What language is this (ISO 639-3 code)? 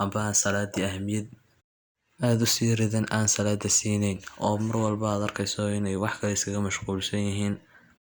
som